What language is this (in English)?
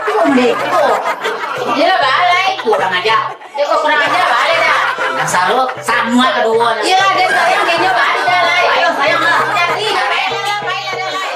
Minangkabau